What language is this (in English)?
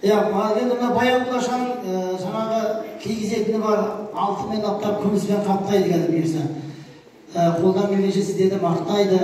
Kazakh